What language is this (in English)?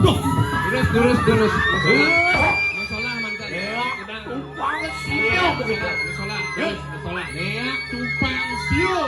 Balinese